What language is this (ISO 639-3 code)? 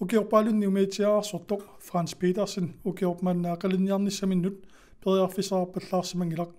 kal